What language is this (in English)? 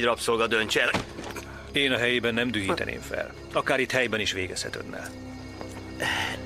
Hungarian